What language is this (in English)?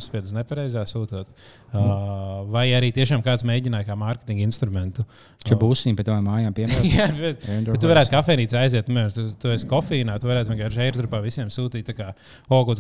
Latvian